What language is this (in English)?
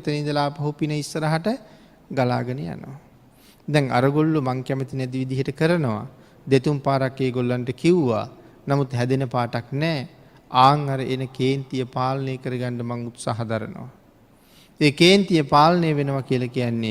Sinhala